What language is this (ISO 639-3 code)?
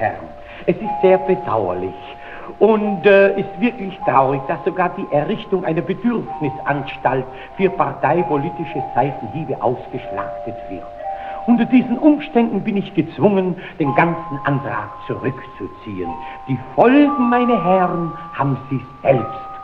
bar